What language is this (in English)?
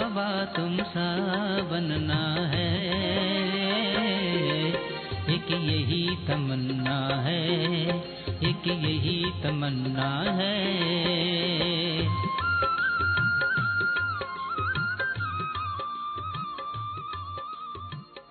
Hindi